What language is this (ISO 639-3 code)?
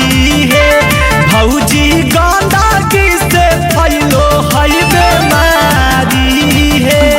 mag